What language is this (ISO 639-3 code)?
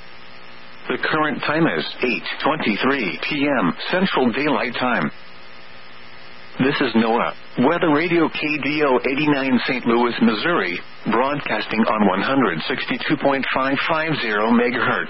eng